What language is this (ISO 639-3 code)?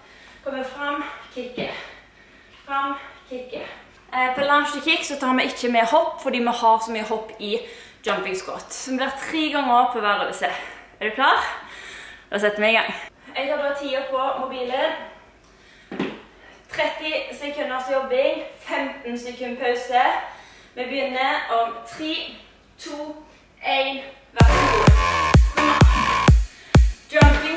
nor